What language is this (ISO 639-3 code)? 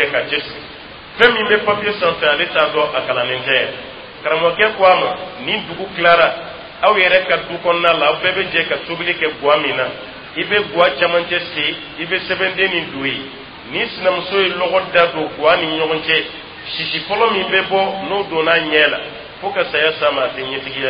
dyu